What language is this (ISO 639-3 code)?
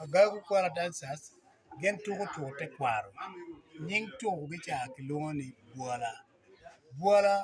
ach